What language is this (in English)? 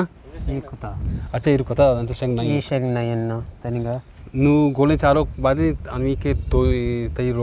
Eastern Balochi